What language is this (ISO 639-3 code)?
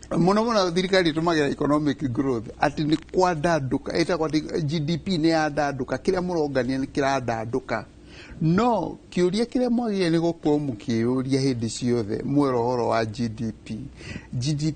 kik